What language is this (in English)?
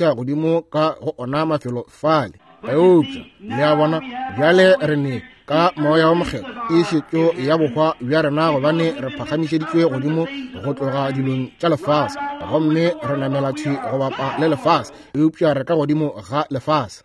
Northern Sotho